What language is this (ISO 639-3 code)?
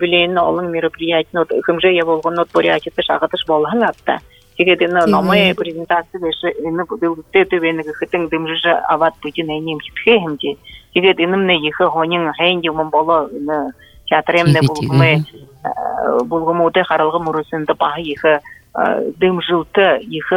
bua